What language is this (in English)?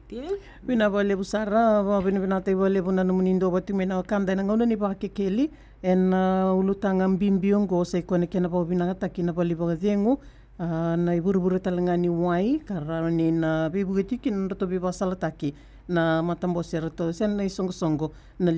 Fijian